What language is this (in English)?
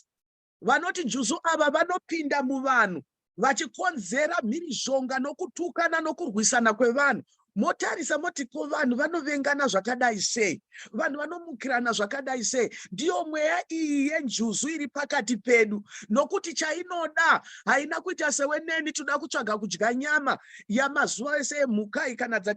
Shona